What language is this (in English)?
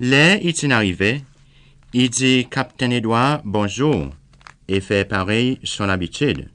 Seselwa Creole French